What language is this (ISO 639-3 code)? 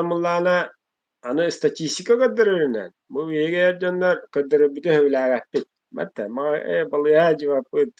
sah